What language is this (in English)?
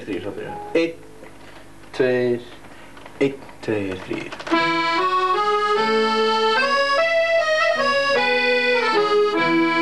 Icelandic